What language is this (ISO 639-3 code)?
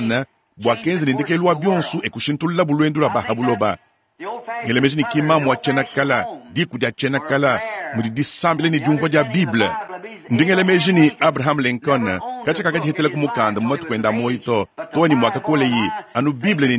lua